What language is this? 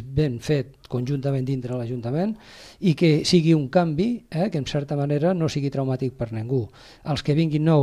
Catalan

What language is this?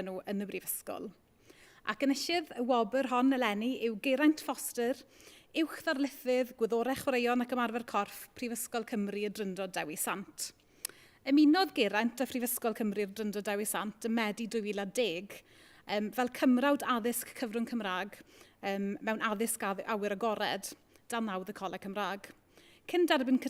Welsh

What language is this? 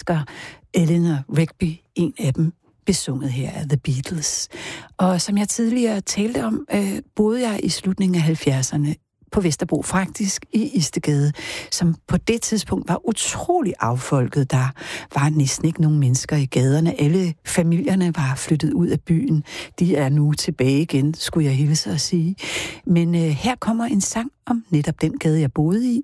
Danish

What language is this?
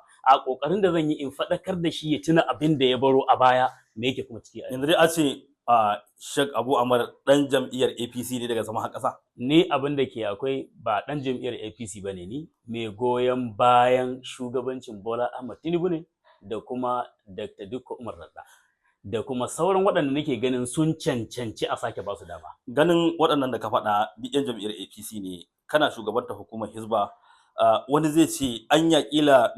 Hausa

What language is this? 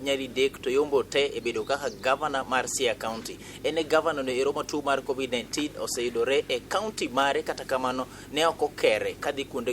Luo (Kenya and Tanzania)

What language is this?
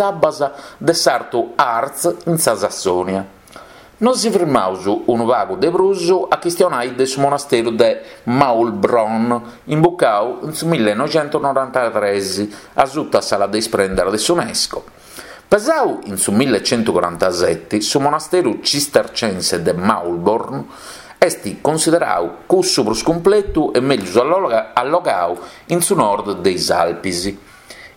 Sardinian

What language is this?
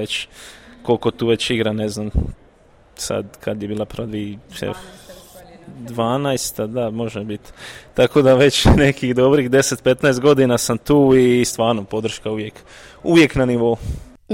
Croatian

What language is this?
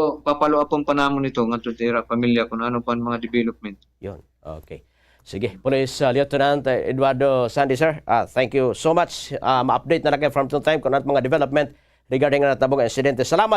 Waray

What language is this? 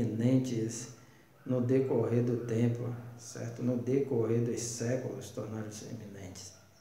Portuguese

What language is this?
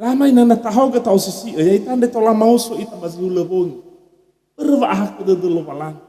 Nias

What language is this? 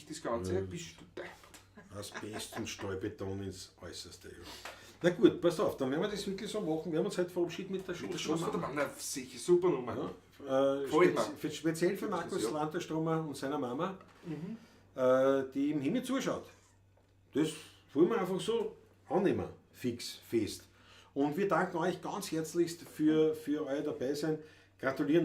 Bavarian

